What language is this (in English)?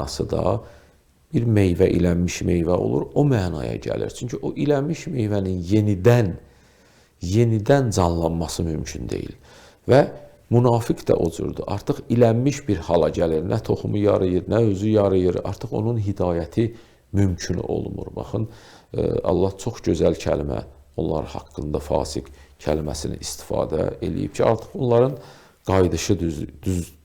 Azerbaijani